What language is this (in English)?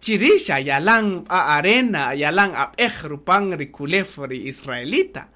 Kaqchikel